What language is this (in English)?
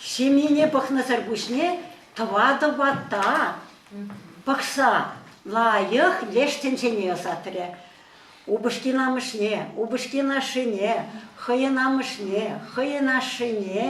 Chuvash